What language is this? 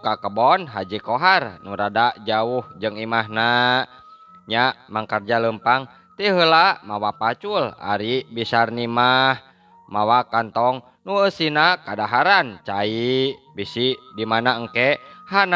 Sundanese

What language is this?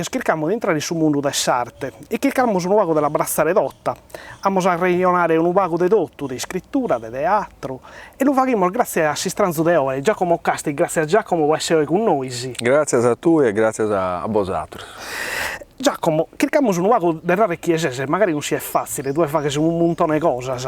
Sardinian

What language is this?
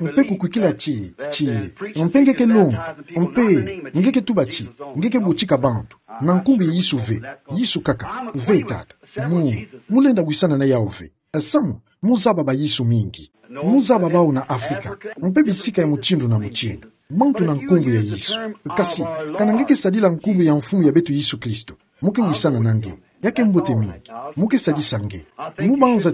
Kituba (Democratic Republic of Congo)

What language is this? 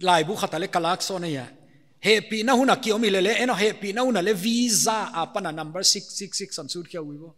Paite Chin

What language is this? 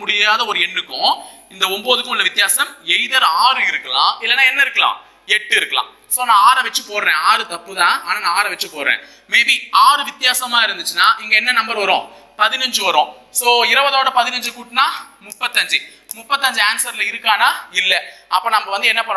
Tamil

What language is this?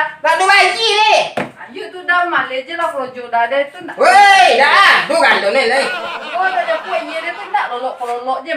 Minangkabau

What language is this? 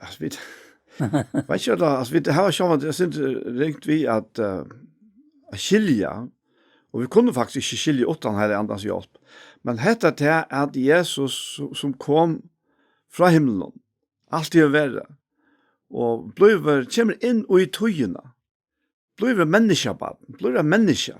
Faroese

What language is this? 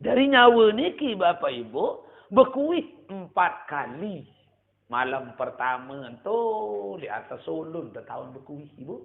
Sasak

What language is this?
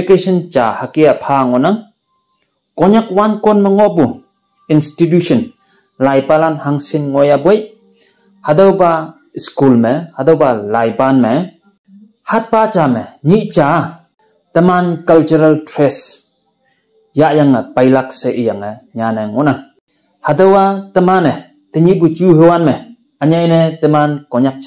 Konyak Naga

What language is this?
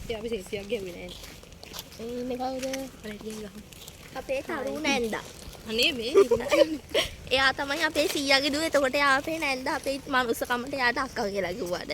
Sinhala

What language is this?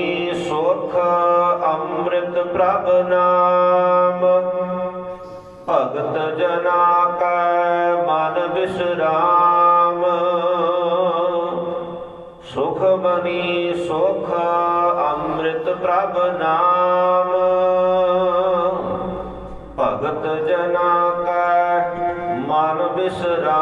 Punjabi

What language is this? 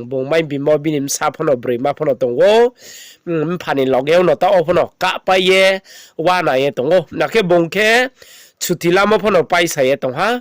Riang (India)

